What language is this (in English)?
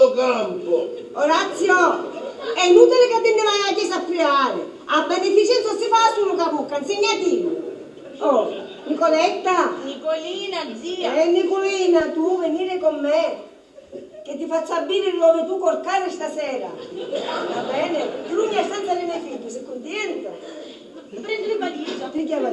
Sicilian